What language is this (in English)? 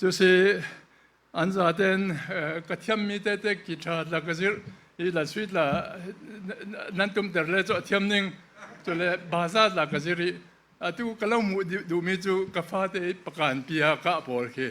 Falam Chin